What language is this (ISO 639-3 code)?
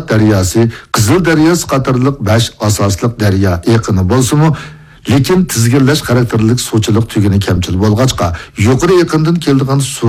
uig